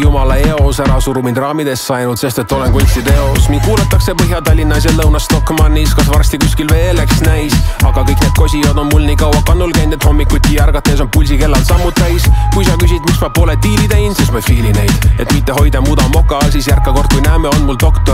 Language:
Estonian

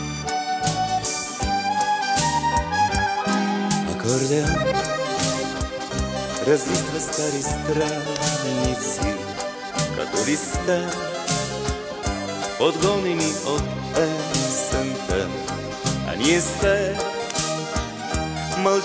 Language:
Bulgarian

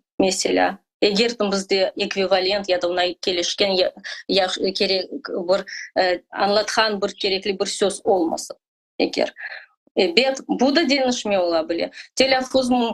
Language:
Crimean Tatar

